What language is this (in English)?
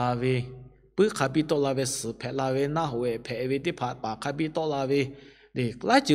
Lahu